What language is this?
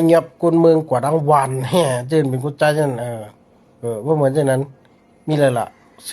Shan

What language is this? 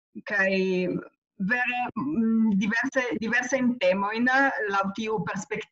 Esperanto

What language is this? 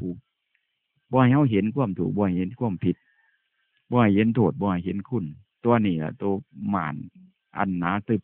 Northeastern Thai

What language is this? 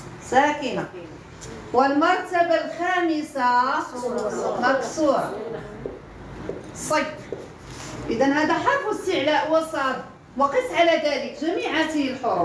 Arabic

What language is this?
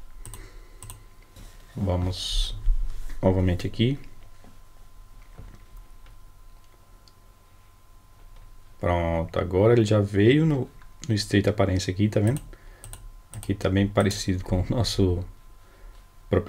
Portuguese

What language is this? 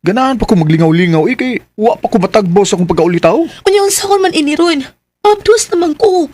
Cebuano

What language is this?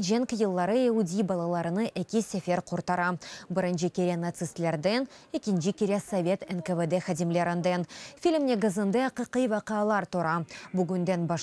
Crimean Tatar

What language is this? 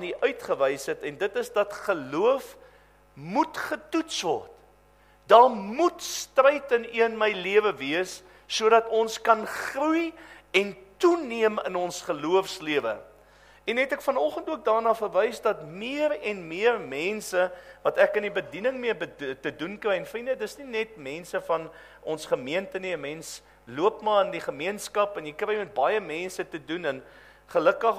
Afrikaans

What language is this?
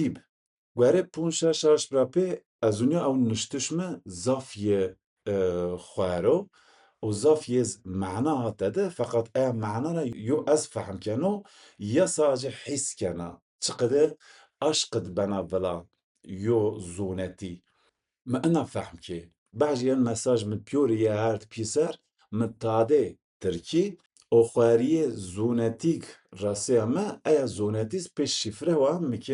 Zaza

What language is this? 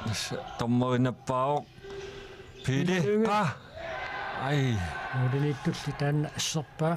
Kalaallisut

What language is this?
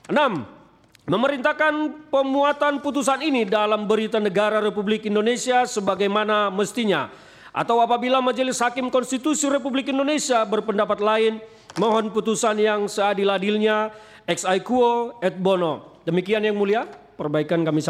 Indonesian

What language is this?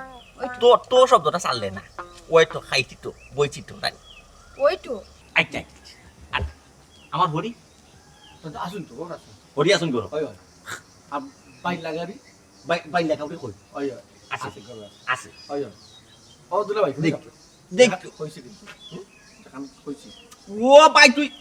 Sylheti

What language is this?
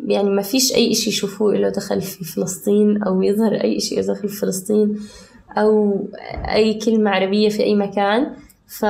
North Levantine Arabic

